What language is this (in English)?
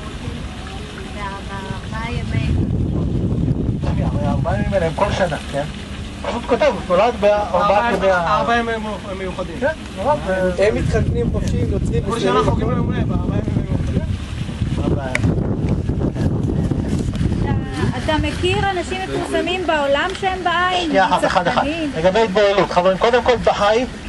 Hebrew